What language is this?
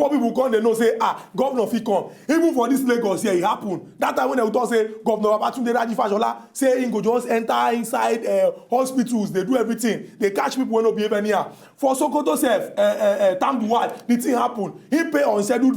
Nigerian Pidgin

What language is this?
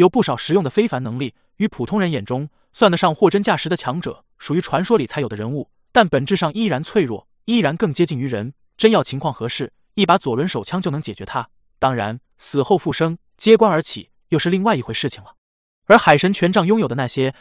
Chinese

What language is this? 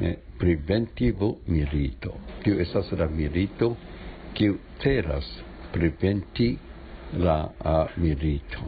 Esperanto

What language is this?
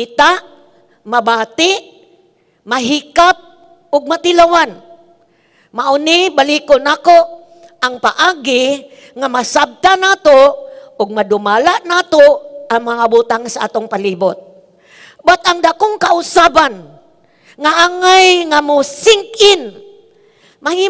Cebuano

